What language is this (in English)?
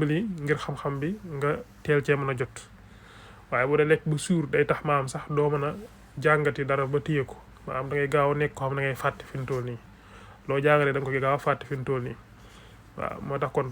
Wolof